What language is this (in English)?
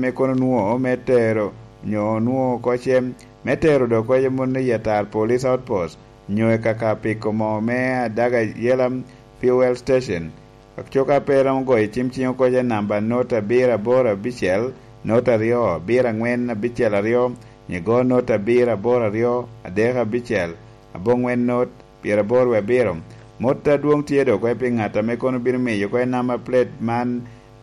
Lango (Uganda)